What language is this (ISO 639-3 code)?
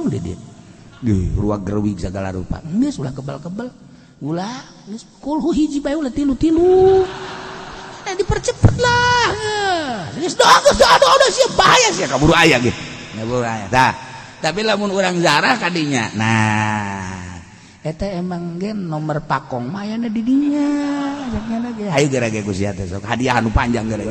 sun